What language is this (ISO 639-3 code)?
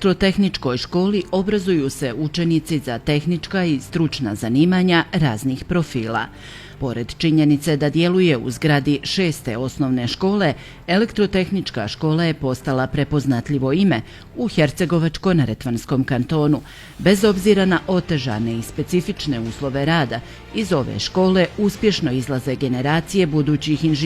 bos